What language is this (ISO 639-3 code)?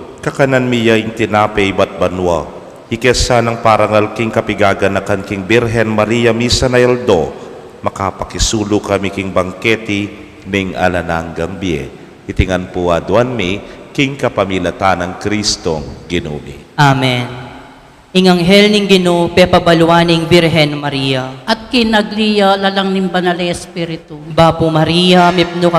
pam